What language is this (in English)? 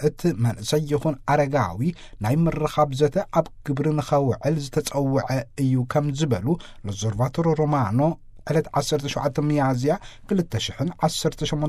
Tigrinya